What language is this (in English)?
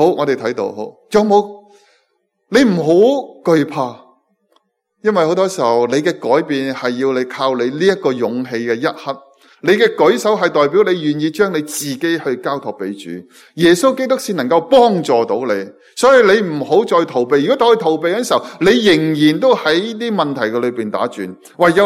Cantonese